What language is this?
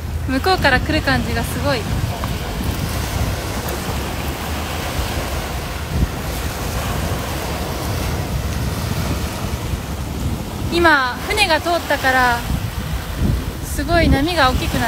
Japanese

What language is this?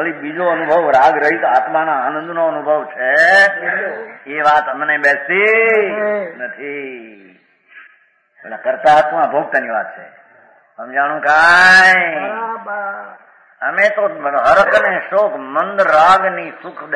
Gujarati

